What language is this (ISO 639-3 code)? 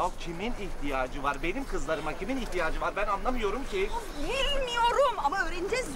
tur